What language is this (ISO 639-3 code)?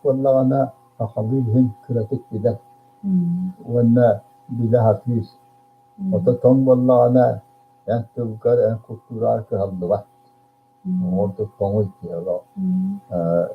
sah